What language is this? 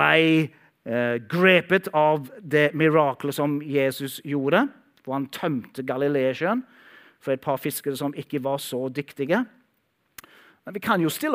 Norwegian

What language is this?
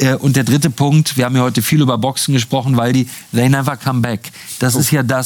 German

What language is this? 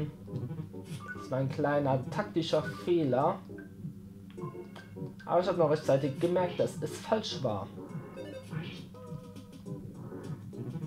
German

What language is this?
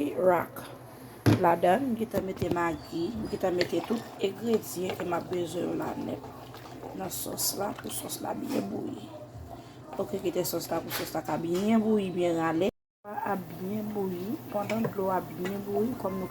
Haitian Creole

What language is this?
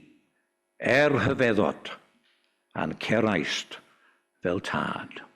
Welsh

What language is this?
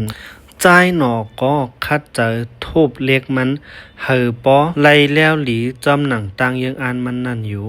Shan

